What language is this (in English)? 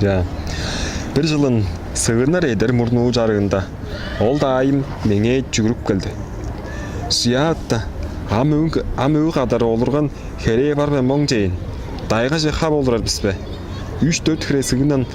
Tuvinian